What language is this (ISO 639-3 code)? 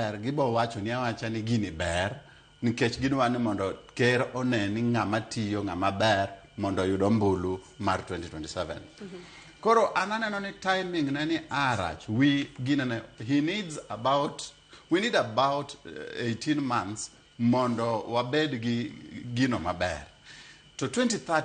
luo